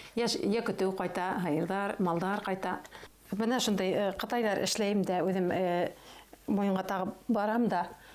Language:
Bashkir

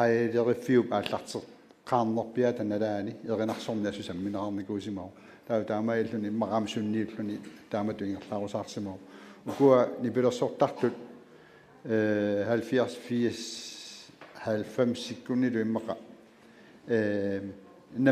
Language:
Kalaallisut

